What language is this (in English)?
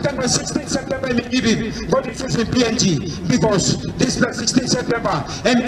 Tok Pisin